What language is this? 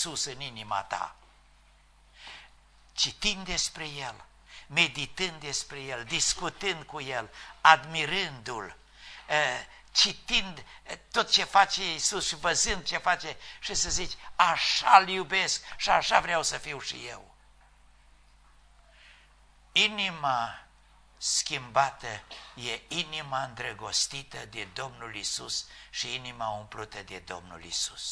Romanian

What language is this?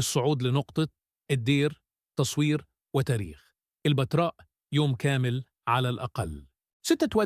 Egyptian Arabic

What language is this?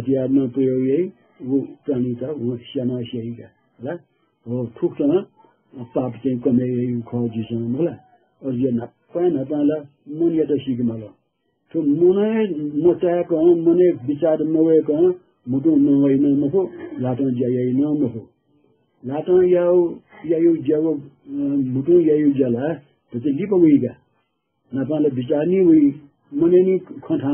Newari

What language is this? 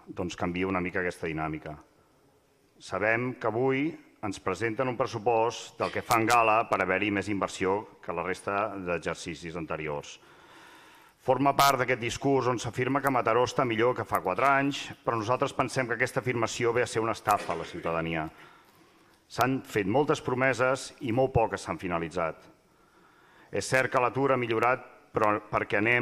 Catalan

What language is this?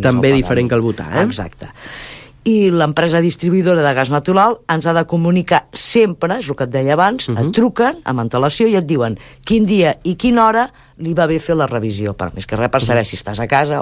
Catalan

